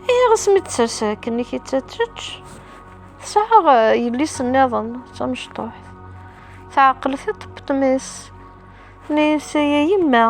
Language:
Kabyle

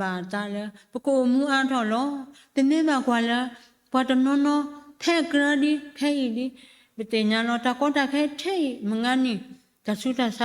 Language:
S'gaw Karen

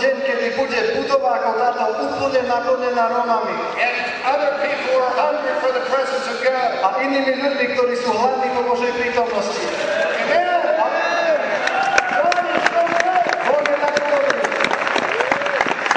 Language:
Slovak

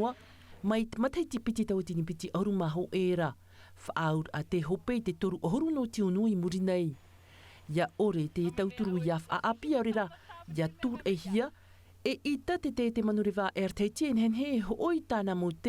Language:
Tahitian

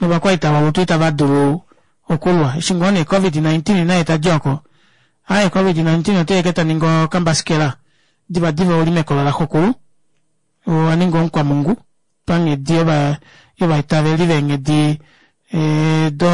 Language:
Kuanyama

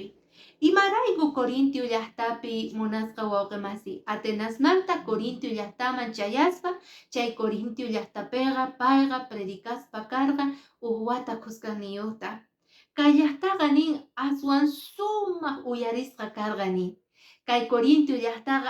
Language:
Quechua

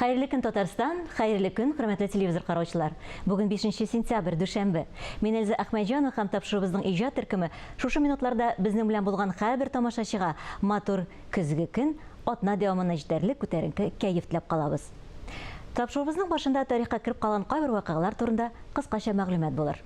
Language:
Tatar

